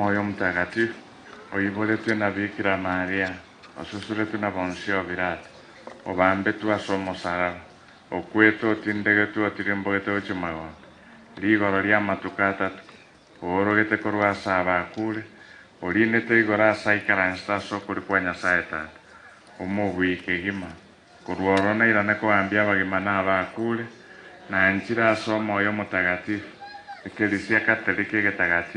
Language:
Gusii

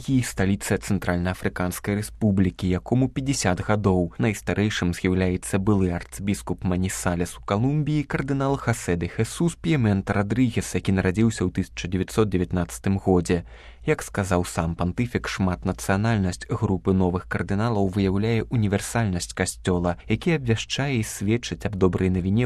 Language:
Belarusian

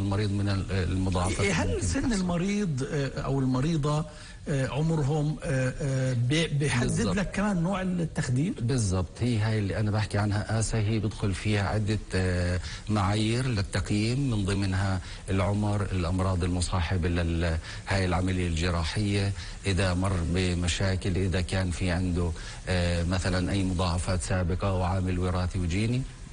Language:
North Levantine Arabic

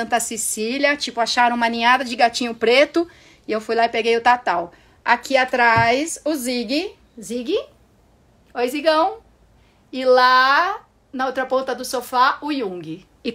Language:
Portuguese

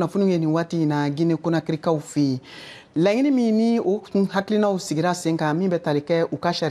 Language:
Bambara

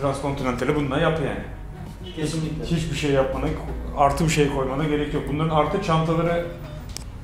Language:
Turkish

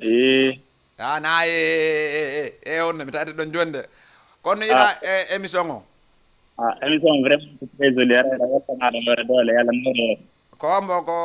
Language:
Fula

